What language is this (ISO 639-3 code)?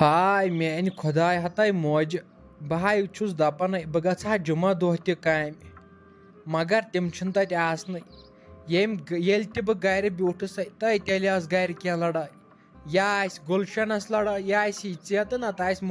kas